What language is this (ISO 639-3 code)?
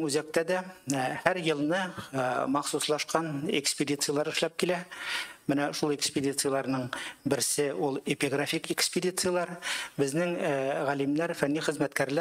tat